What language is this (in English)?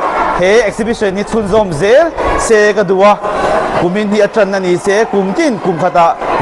Mizo